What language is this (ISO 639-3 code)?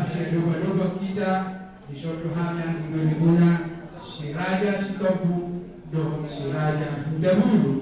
bbc